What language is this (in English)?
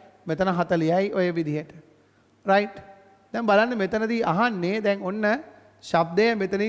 Sinhala